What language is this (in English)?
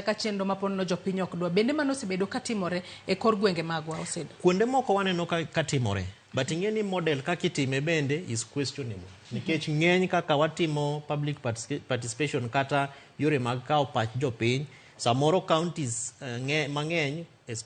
Luo (Kenya and Tanzania)